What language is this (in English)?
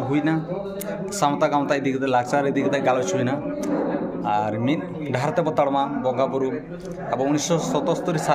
Santali